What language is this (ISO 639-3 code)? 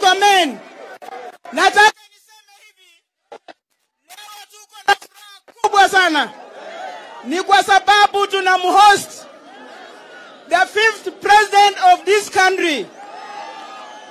swa